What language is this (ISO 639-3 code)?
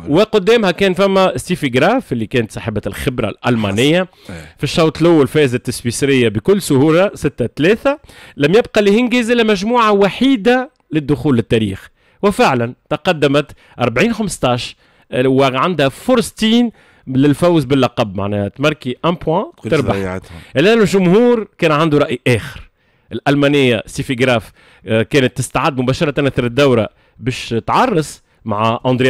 aeb